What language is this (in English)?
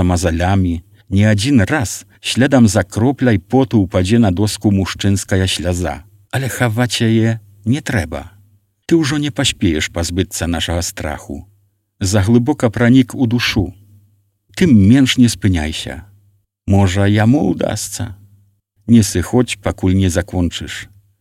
Belarusian